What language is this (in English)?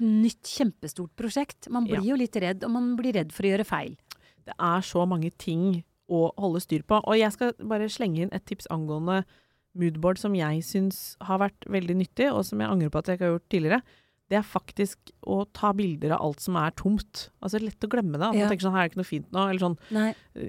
Norwegian